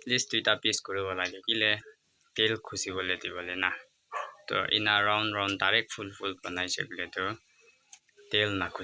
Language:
Naga Pidgin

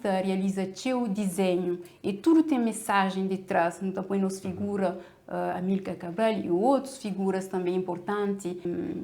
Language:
Kabuverdianu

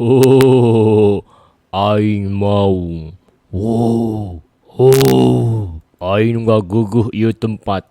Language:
Sundanese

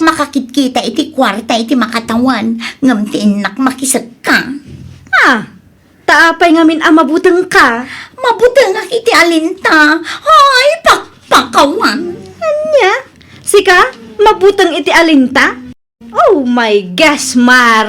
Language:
Iloko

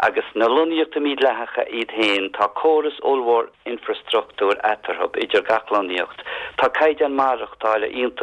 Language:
Irish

